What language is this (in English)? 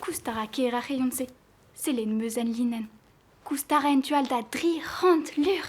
Breton